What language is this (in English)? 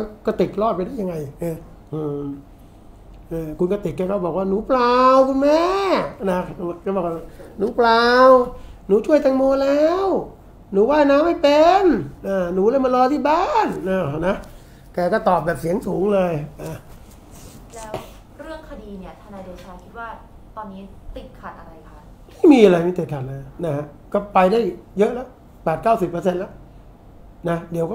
Thai